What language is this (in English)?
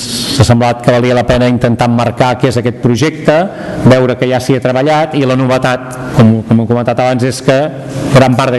Catalan